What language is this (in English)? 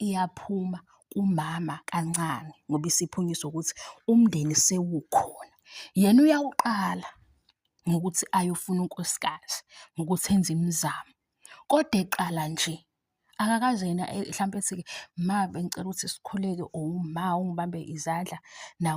Zulu